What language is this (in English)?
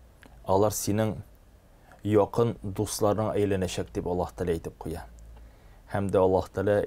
Tatar